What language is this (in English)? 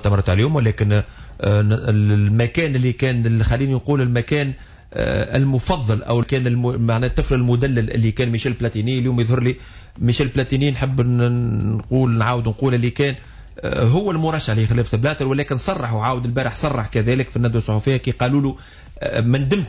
Tunisian Arabic